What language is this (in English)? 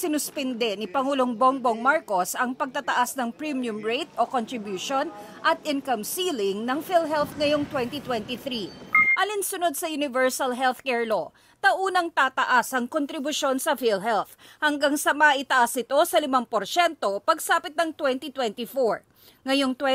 Filipino